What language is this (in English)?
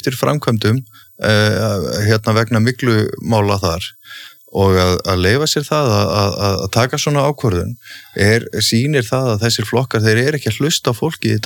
Icelandic